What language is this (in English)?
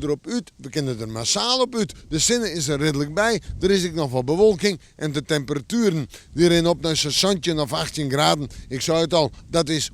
Western Frisian